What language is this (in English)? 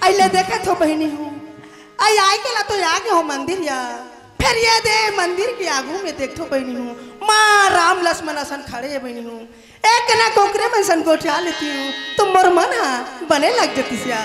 Chhattisgarhi